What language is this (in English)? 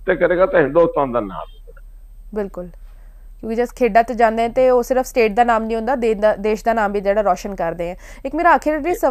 Punjabi